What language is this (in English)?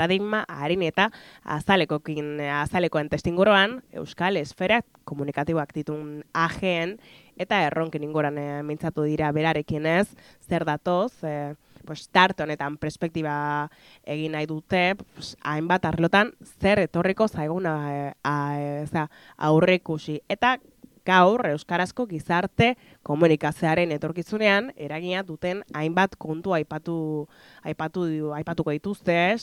Basque